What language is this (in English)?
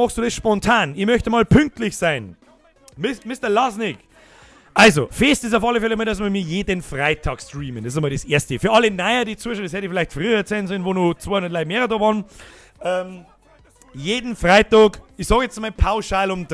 Bavarian